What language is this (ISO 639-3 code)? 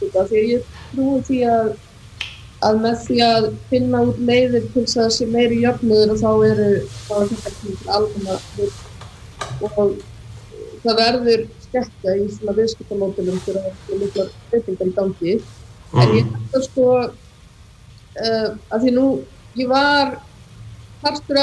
isl